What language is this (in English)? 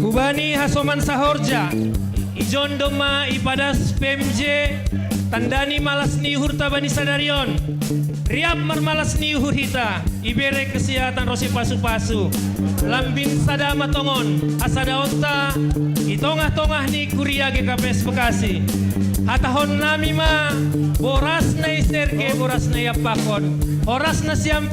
Batak Simalungun